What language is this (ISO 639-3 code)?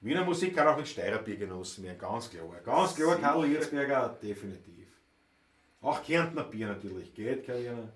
bar